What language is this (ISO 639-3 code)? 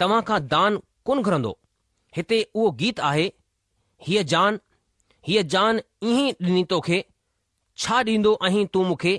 snd